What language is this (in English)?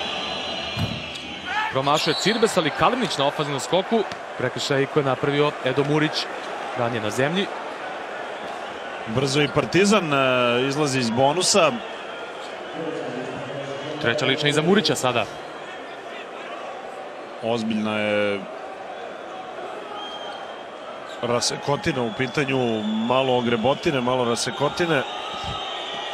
Serbian